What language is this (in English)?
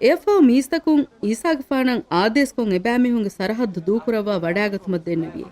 Divehi